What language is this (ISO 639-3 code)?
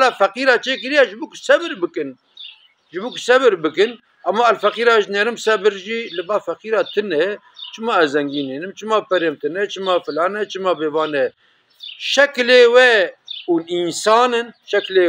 kur